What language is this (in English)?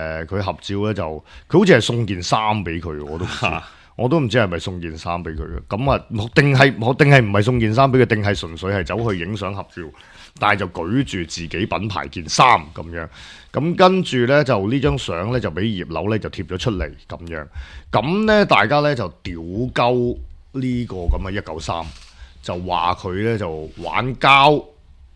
Cantonese